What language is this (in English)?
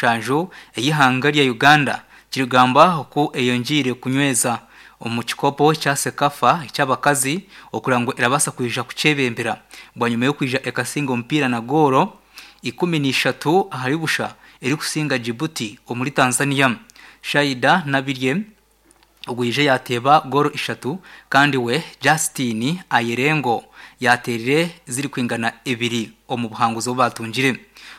Nyankole